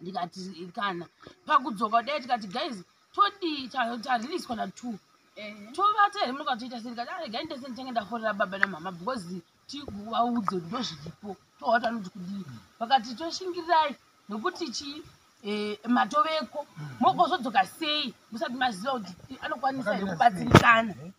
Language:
Shona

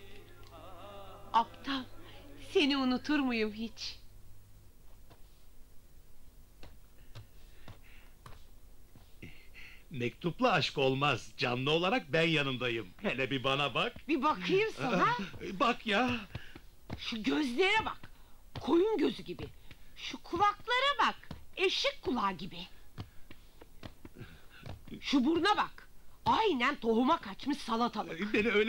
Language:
Turkish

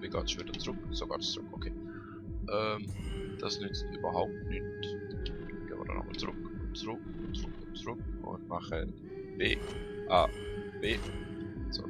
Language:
Swiss German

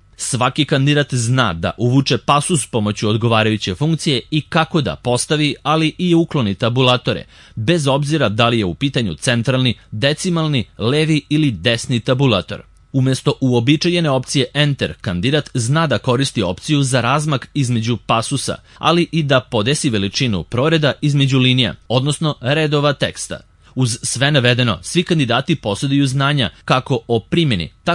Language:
Serbian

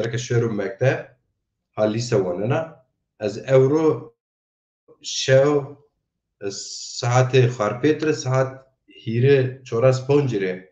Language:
Zaza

